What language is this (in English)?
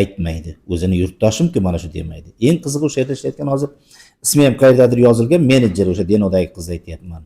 Uzbek